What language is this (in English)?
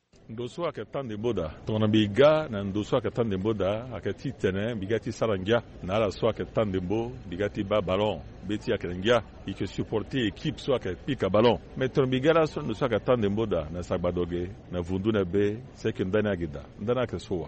Sango